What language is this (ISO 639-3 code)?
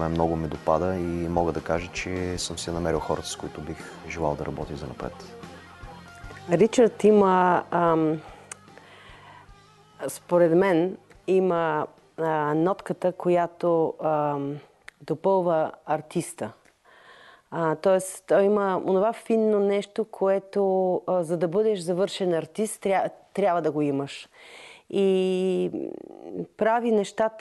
bul